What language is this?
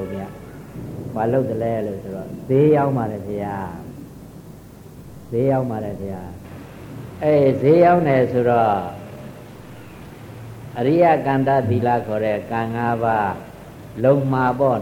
Burmese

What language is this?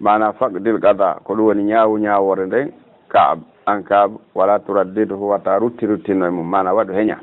Fula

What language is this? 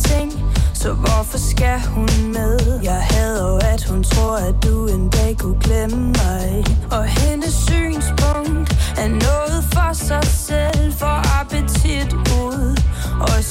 Danish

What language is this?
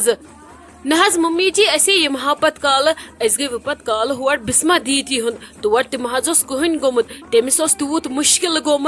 Kashmiri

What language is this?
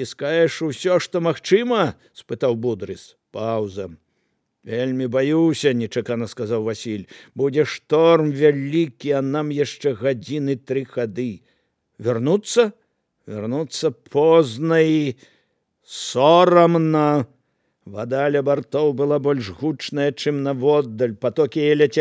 Belarusian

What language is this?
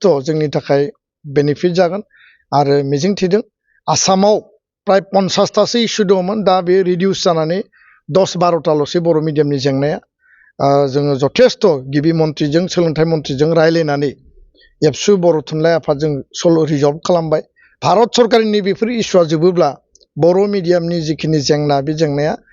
Bodo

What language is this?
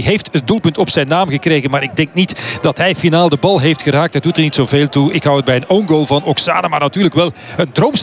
Dutch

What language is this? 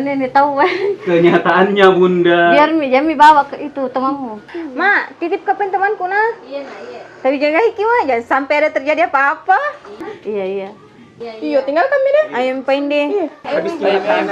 Makassar Malay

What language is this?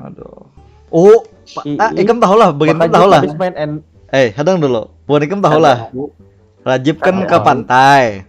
Banjar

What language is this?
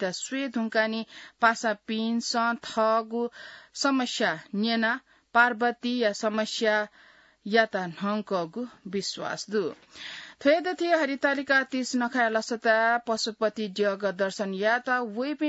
Newari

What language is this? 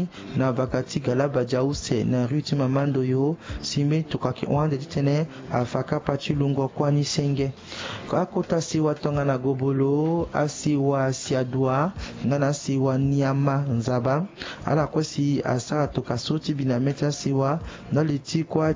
Sango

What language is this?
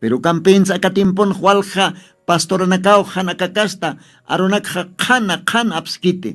Aymara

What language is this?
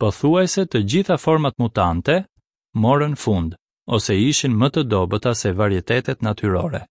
Albanian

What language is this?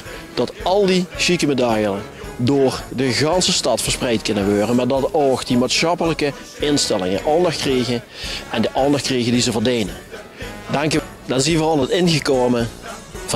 Limburgish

